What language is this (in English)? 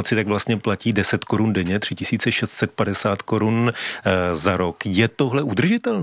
Czech